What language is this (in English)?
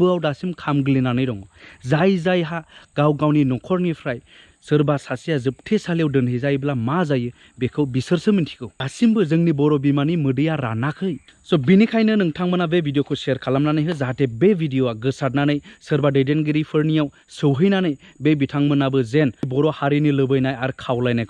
Bodo